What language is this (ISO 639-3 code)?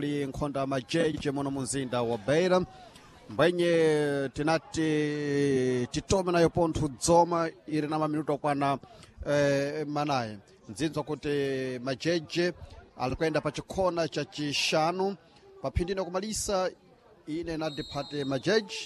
seh